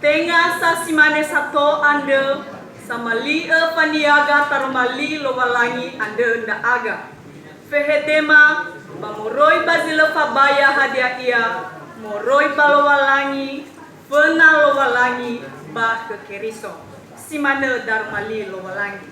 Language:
Nias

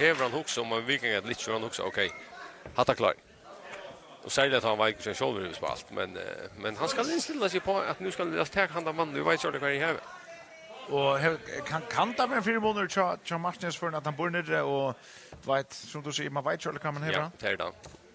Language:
Faroese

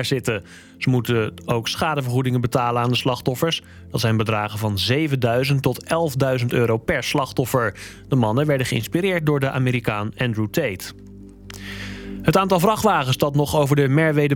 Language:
Dutch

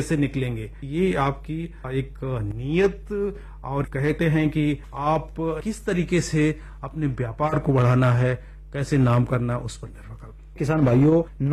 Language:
Hindi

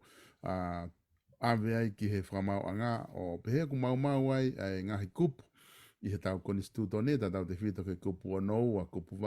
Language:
Tongan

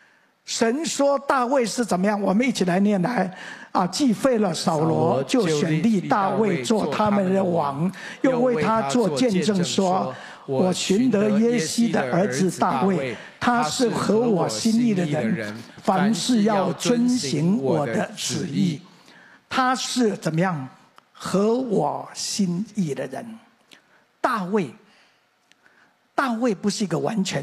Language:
Chinese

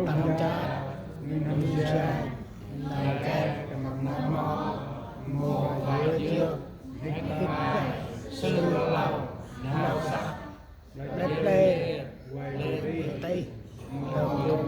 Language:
Central Mnong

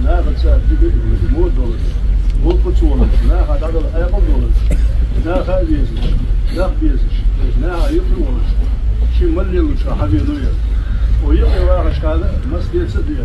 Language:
Ingush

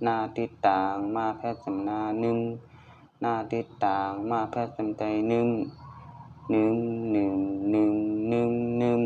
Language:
Shan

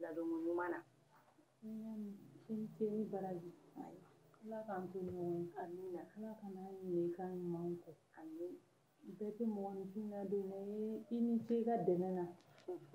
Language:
Bambara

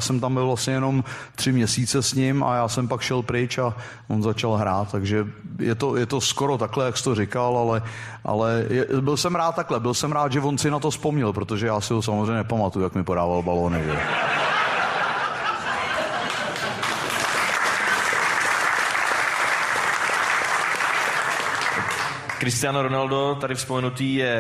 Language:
Czech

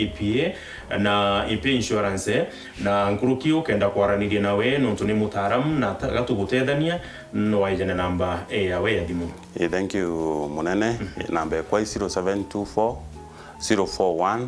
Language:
Meru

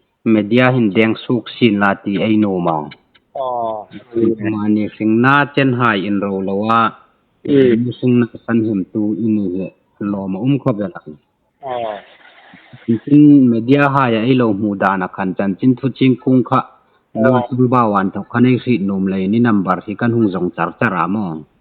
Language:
Hmar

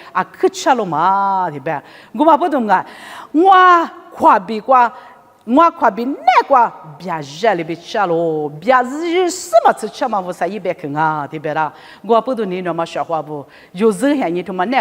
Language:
Lisu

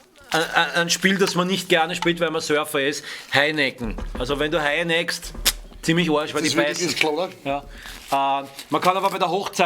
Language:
Bavarian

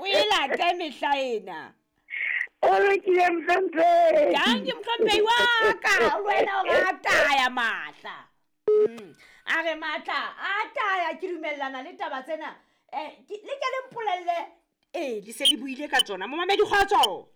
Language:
Southern Sotho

